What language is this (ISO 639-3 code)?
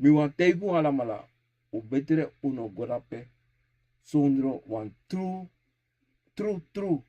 srn